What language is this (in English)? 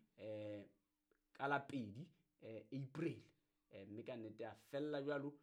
Southern Sotho